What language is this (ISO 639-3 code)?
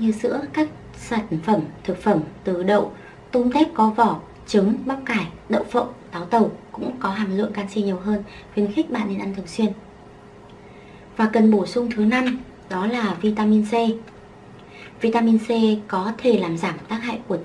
vie